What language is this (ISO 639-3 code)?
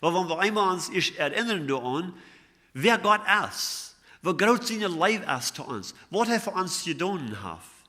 pdt